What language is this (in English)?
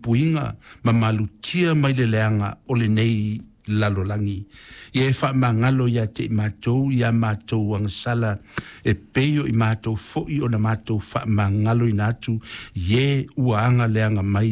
Samoan